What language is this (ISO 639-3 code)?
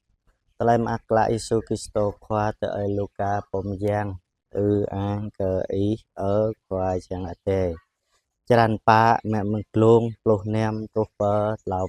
jra